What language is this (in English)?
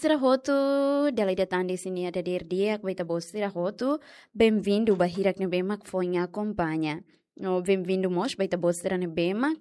Tetum